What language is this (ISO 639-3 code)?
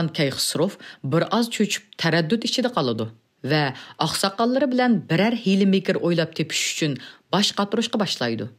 uig